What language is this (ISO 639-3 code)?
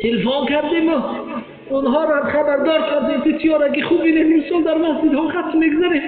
tgk